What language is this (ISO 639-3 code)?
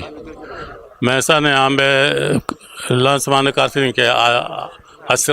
bam